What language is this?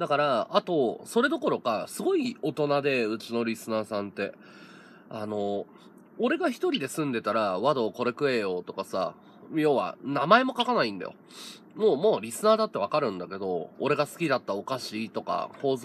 Japanese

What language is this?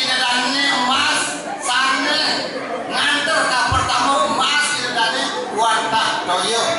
Balinese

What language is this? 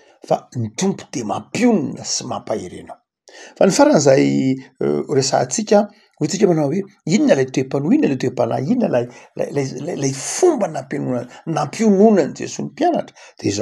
Malagasy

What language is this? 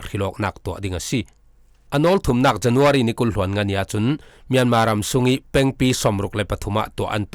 Falam Chin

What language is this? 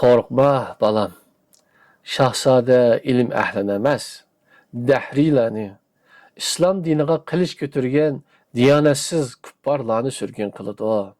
Uyghur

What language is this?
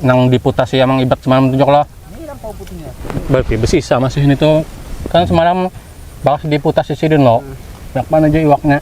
Banjar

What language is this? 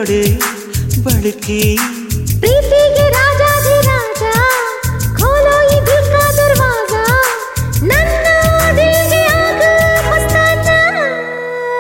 Kannada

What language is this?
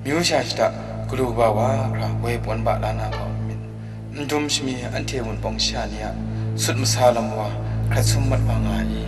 Kachin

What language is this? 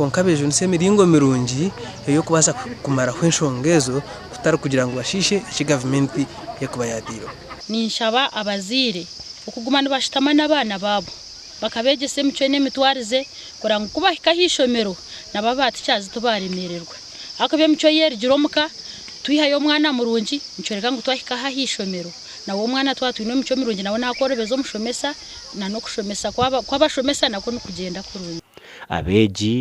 Nyankole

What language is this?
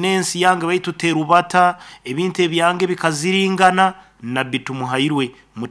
Nyankole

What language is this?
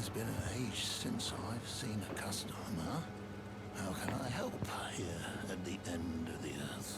Shan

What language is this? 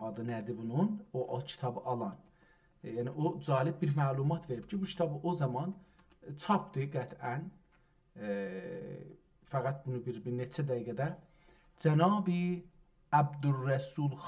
South Azerbaijani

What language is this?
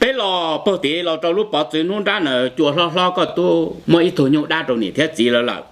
Hmong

